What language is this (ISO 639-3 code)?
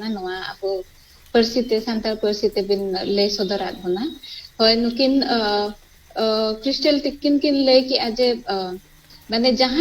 sat